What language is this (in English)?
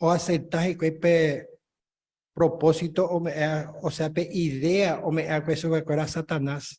Guarani